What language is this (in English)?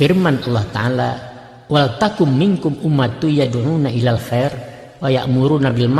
Minangkabau